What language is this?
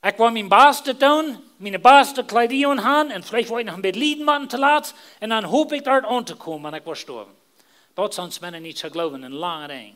Plautdietsch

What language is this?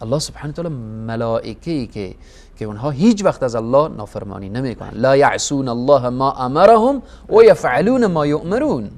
Persian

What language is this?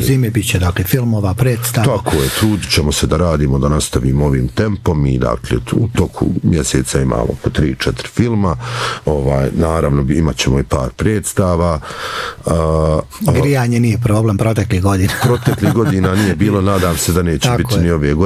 Bosnian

